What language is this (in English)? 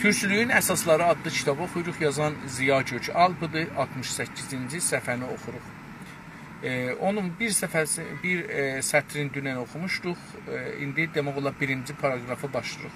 South Azerbaijani